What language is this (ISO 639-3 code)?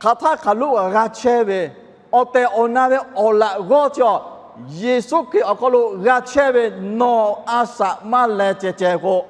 lhu